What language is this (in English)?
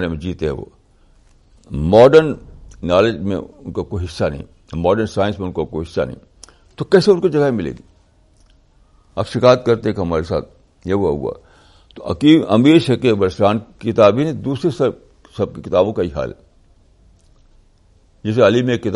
Urdu